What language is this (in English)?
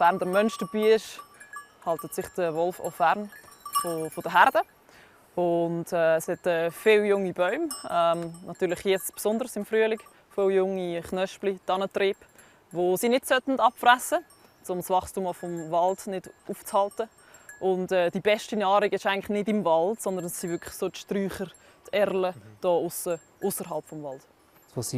Romansh